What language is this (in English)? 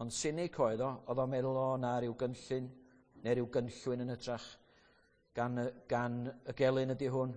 Welsh